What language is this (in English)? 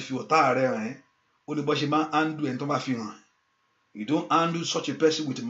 Yoruba